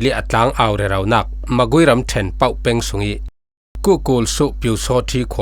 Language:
Falam Chin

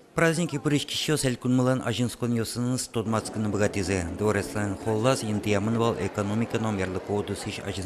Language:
Udmurt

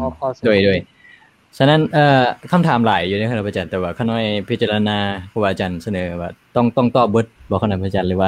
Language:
Lao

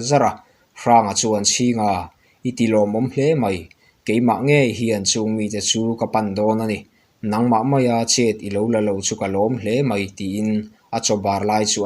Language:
Mizo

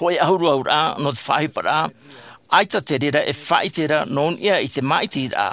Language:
Tahitian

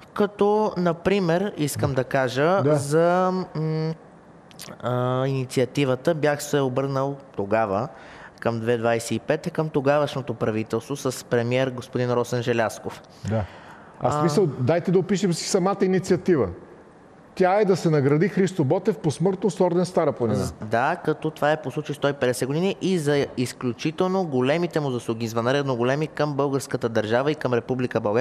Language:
Bulgarian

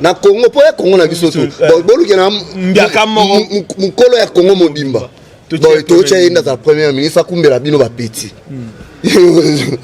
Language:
Lingala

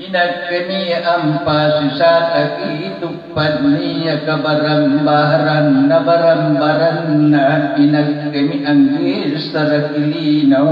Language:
Makasar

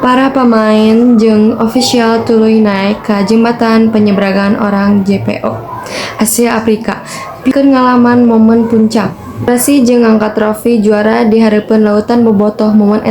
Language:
Sundanese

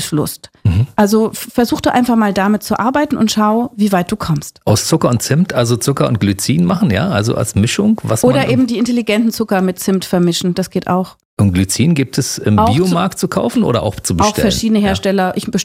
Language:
German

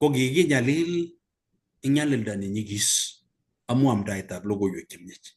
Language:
Kalenjin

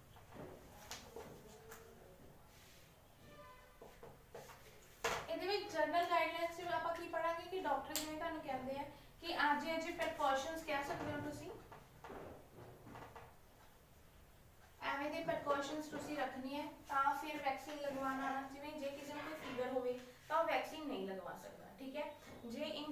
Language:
Punjabi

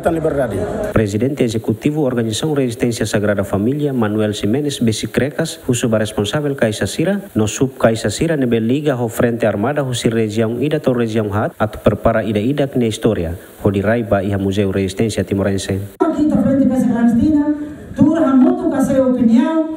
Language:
Tetum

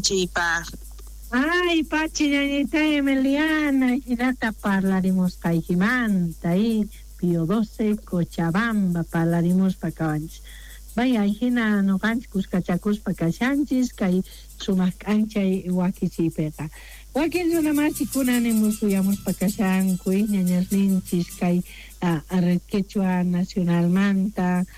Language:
South Bolivian Quechua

